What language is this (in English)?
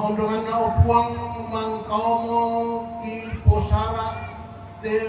Toraja-Sa'dan